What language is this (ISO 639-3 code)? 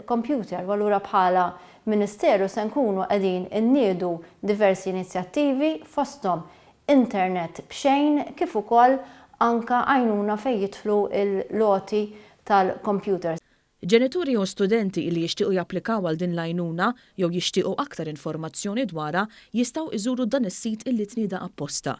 mlt